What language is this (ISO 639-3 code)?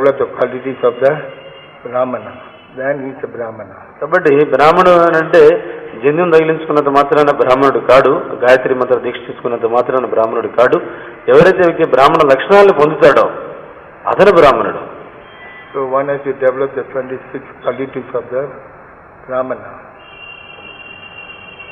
tel